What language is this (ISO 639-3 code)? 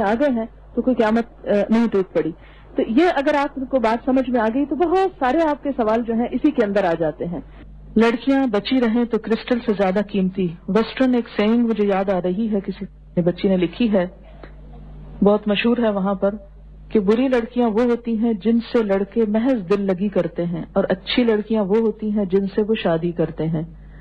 urd